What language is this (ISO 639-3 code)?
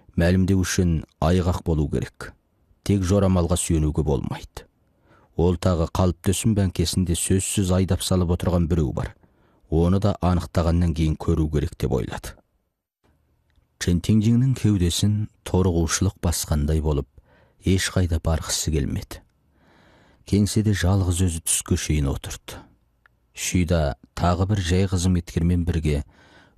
kaz